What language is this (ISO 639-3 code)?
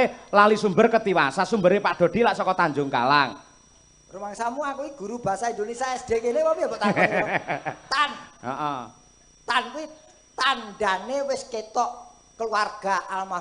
jav